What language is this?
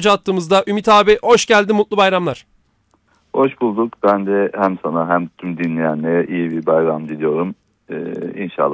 Turkish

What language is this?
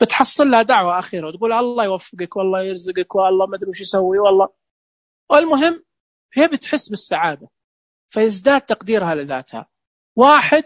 Najdi Arabic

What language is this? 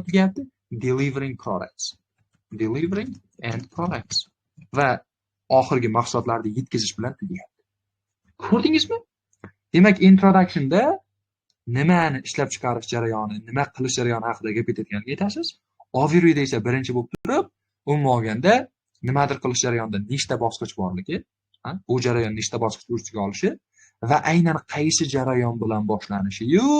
Uzbek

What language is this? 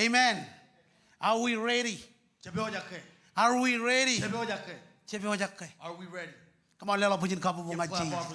Marshallese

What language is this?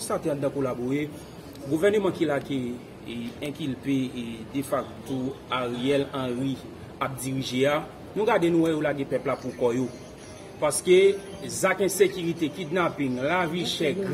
Haitian Creole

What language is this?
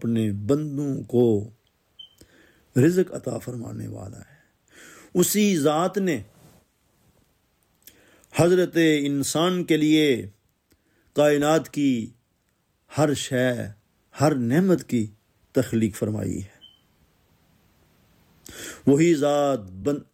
Urdu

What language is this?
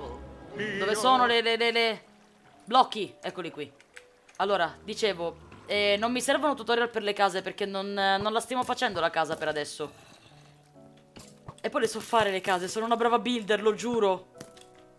Italian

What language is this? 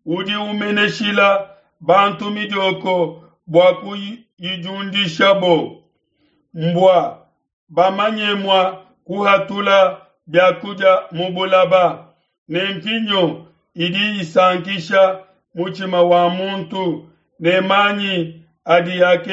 Luba-Lulua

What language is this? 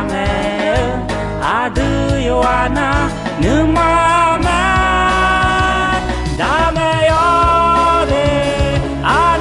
Akha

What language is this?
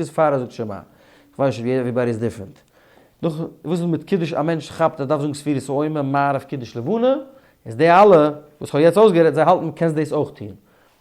Yiddish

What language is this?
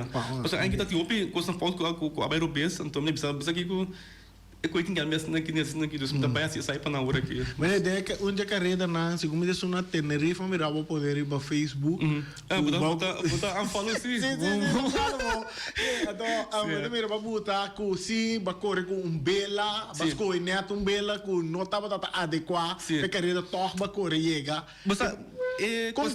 Papiamento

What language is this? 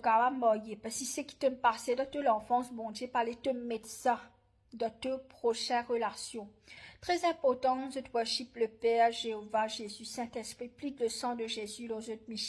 Morisyen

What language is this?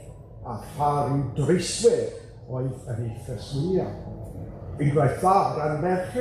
Welsh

